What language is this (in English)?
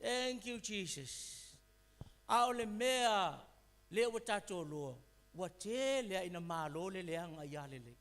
Samoan